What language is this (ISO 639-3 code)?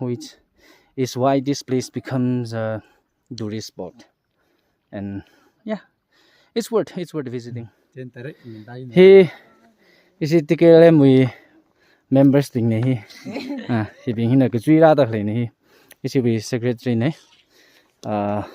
nmf